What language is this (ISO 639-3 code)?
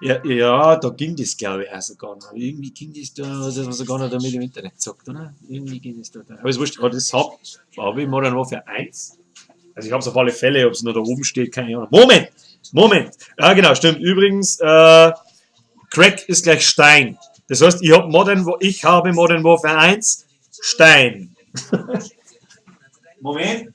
bar